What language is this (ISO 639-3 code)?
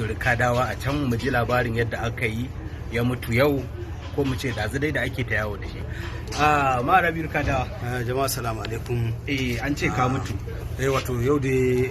hau